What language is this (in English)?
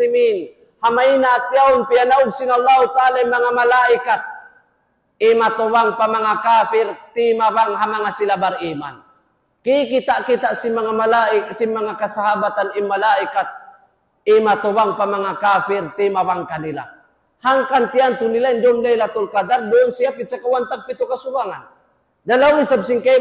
Tausug